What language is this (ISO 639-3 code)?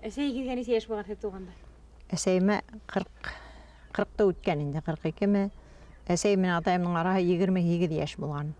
bak